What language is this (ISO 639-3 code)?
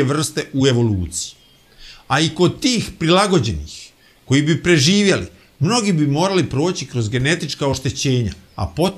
bos